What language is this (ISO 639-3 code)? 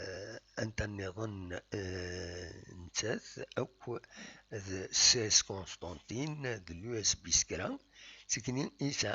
kab